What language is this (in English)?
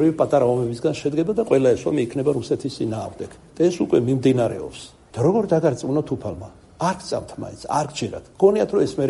Georgian